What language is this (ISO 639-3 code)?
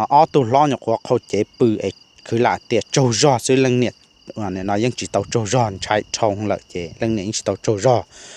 hmn